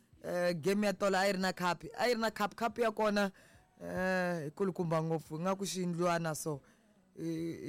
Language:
Tsonga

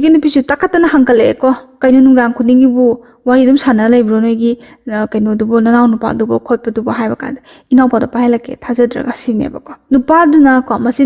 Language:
Manipuri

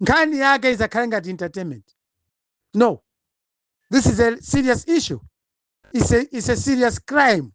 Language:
Nyanja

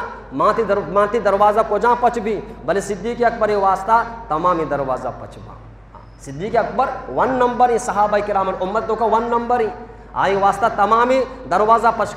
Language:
Eastern Balochi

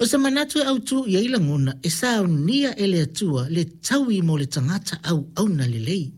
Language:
Samoan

